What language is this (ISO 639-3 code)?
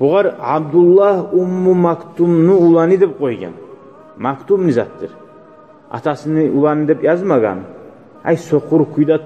kum